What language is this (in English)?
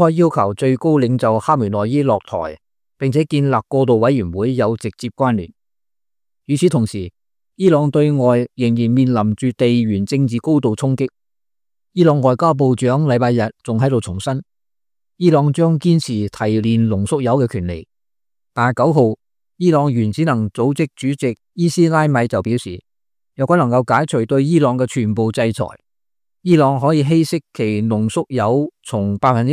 Cantonese